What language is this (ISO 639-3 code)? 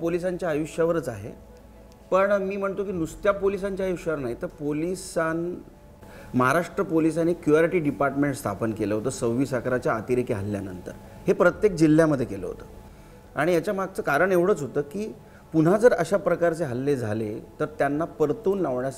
mar